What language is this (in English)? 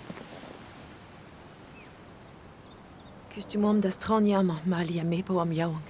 Breton